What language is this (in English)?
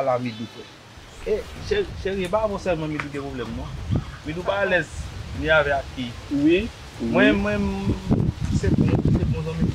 Haitian Creole